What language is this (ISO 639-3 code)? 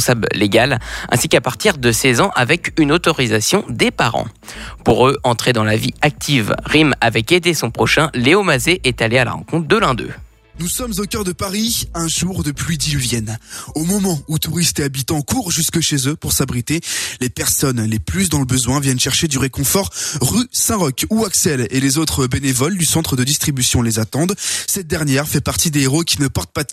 fra